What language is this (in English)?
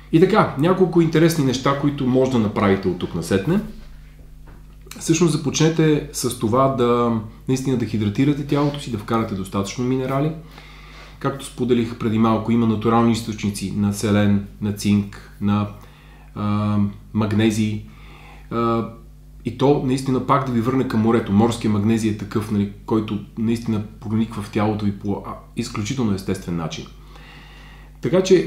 Bulgarian